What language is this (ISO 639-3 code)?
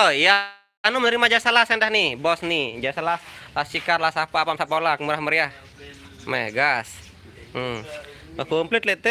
sas